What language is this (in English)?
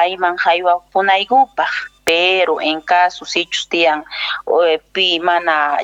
South Bolivian Quechua